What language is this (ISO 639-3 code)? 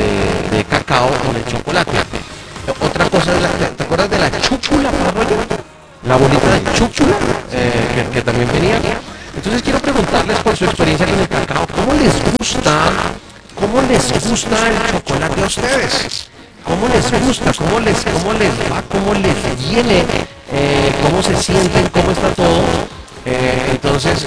spa